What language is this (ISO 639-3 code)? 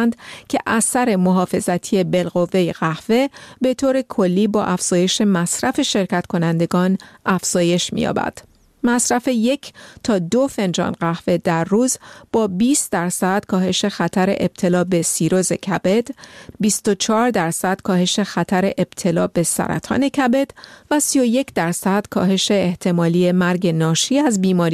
fas